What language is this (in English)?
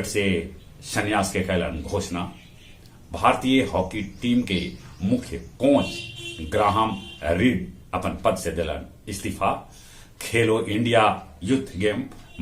Magahi